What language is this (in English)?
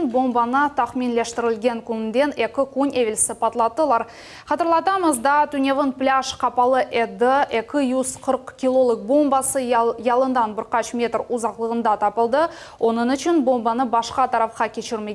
Crimean Tatar